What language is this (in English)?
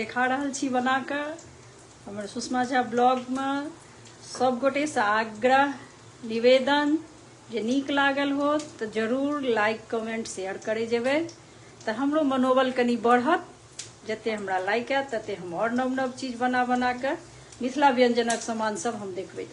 Maithili